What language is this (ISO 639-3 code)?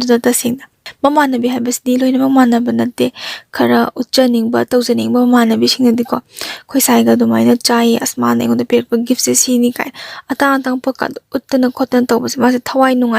mni